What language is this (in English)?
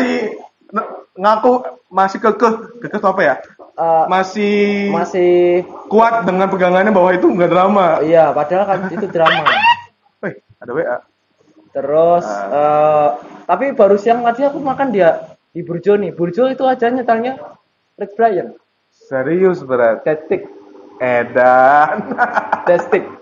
Indonesian